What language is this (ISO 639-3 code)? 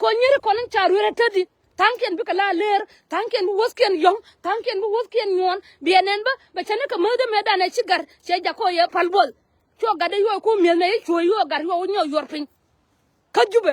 nus